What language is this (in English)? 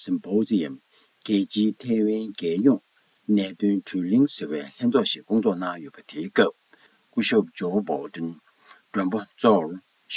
Tibetan